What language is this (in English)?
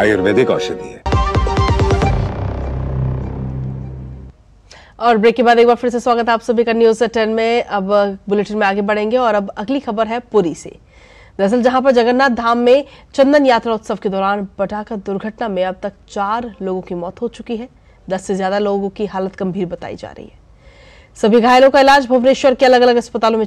Hindi